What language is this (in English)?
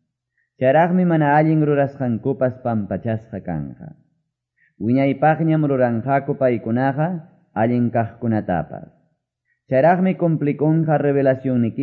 Quechua